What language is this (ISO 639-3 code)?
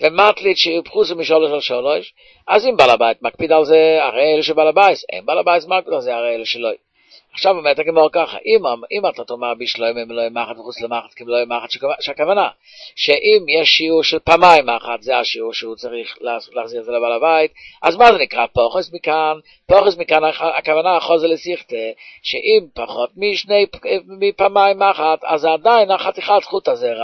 heb